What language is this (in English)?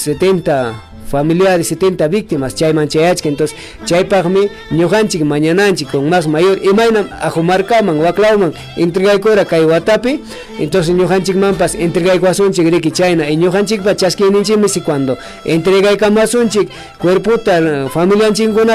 Ayacucho Quechua